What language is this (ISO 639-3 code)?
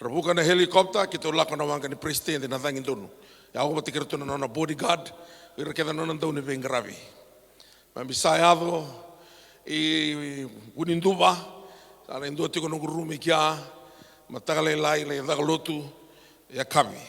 fij